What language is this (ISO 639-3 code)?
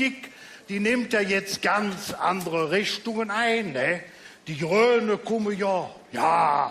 ksh